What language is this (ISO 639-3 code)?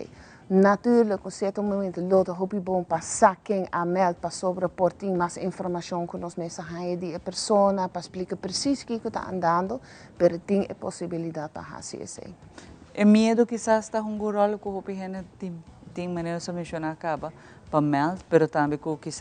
pap